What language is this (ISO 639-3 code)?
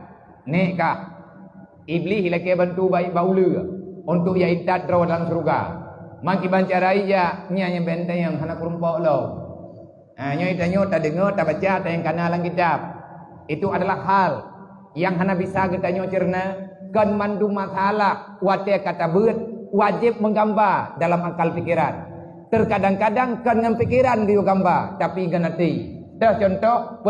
ace